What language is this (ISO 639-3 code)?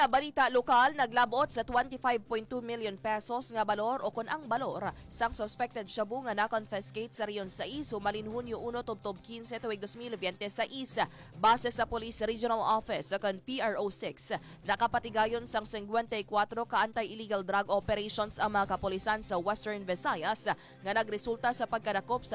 hil